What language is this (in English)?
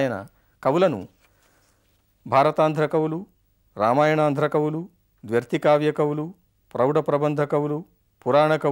Telugu